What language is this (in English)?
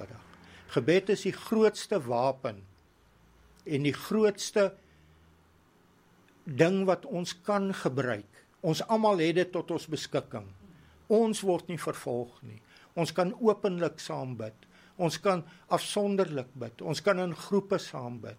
Afrikaans